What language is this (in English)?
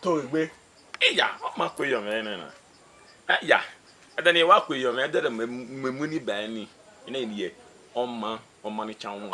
Bini